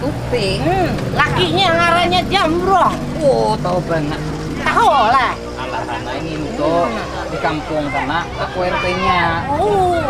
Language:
Banjar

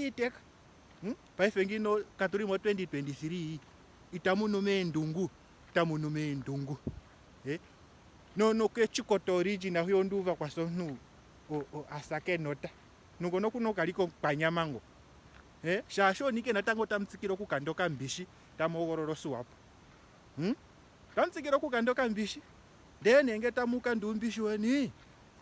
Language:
Ndonga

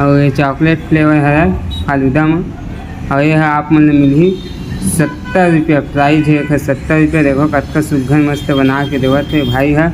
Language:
Chhattisgarhi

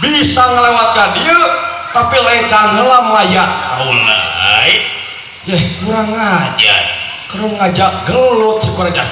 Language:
Sundanese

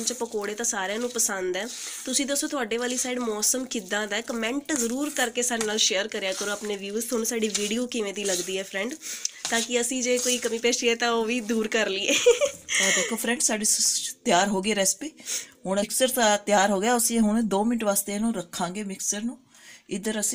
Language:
Punjabi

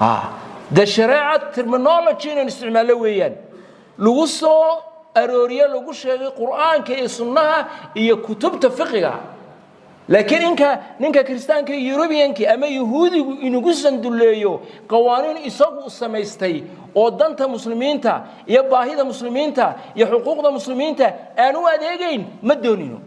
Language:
Somali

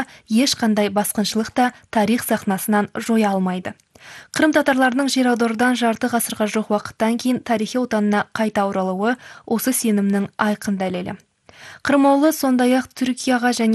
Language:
Kazakh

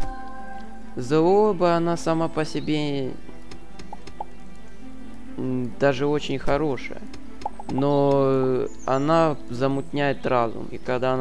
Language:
Russian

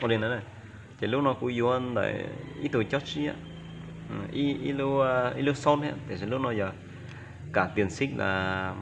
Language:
Hmong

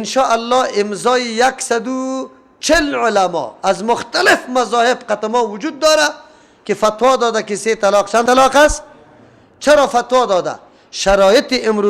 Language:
Persian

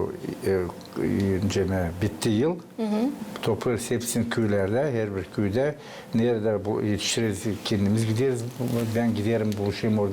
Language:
Gagauz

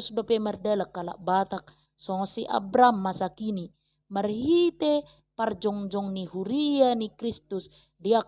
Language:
Batak Toba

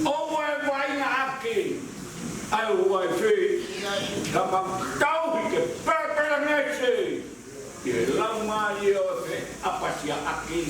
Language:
Tongan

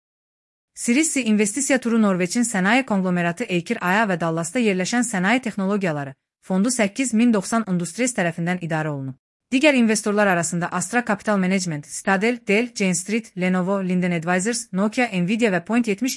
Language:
Azerbaijani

